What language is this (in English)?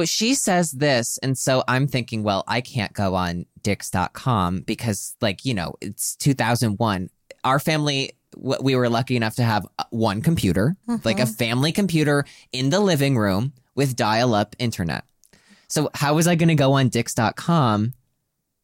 English